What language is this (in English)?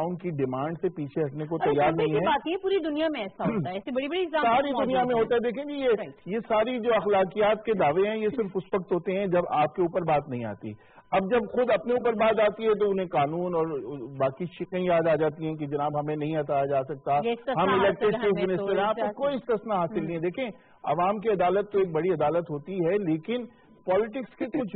Urdu